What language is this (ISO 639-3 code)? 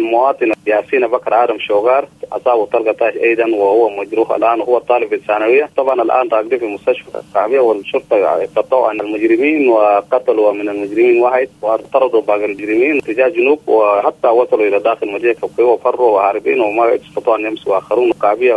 apd